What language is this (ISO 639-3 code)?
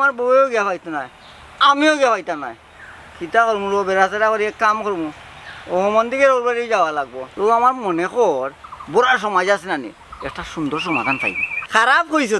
syl